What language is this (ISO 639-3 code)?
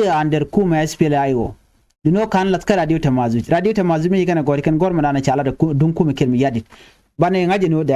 nus